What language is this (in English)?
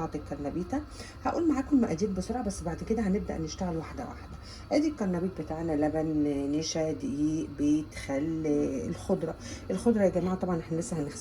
Egyptian Arabic